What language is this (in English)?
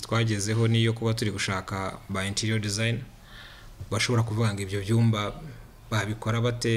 Kinyarwanda